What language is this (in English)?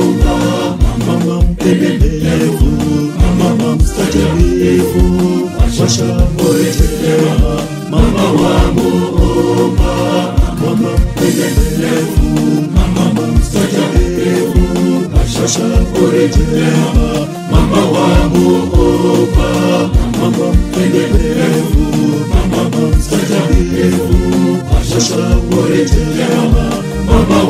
Swahili